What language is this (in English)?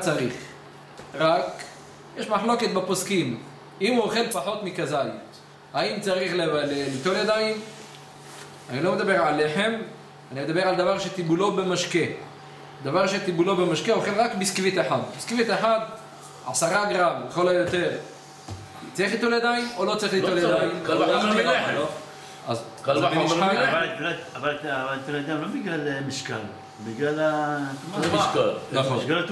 Hebrew